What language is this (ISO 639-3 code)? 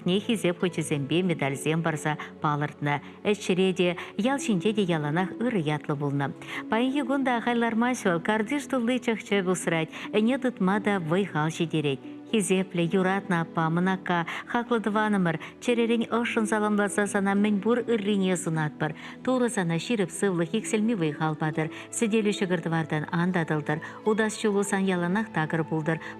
chv